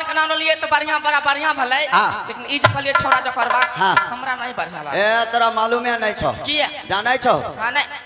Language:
Maithili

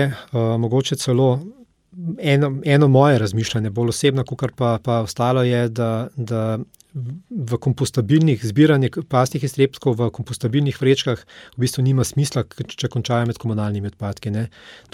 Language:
Slovenian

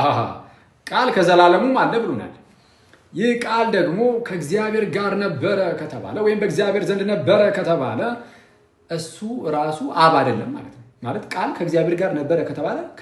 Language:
Amharic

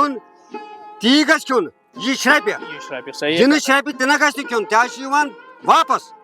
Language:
Kashmiri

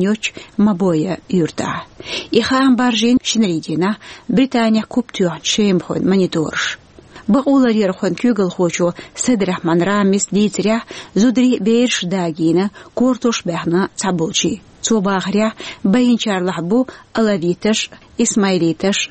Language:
Chechen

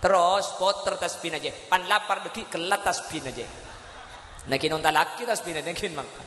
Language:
Madurese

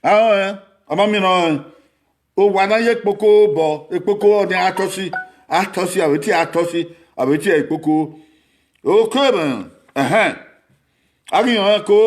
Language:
Bini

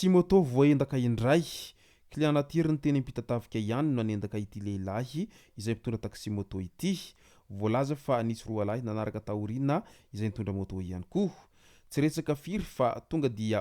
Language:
Malagasy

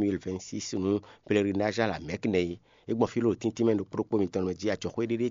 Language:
Fon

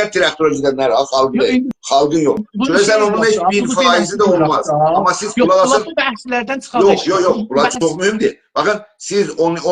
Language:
South Azerbaijani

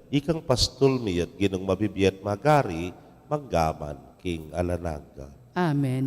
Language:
Pampanga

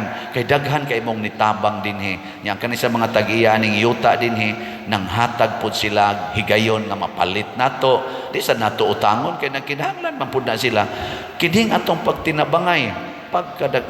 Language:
Cebuano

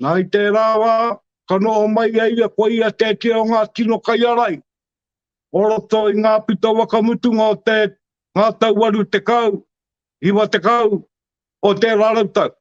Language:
Māori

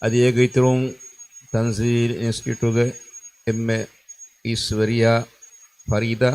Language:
Divehi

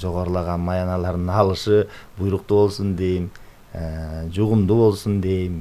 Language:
Kyrgyz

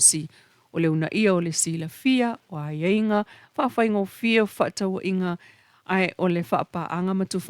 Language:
Samoan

